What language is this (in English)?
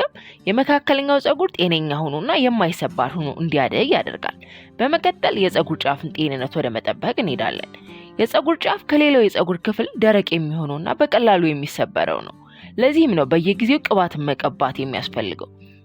Amharic